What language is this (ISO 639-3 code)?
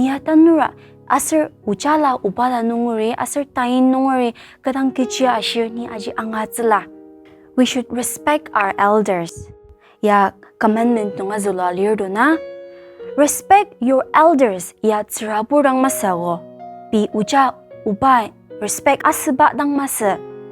njo